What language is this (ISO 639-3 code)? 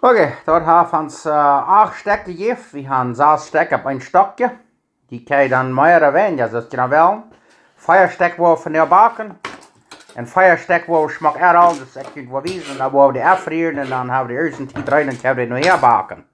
pdt